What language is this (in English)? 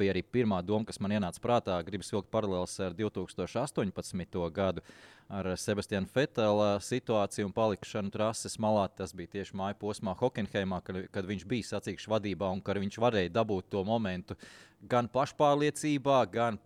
Latvian